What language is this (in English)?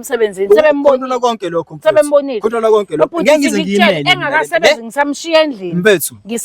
Zulu